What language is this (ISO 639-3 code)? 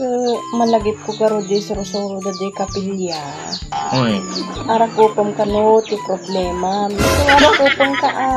ilo